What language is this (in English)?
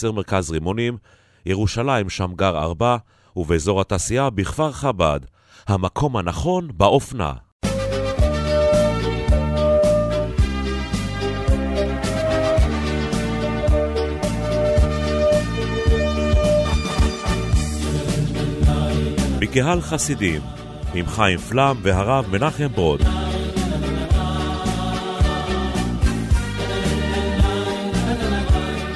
Hebrew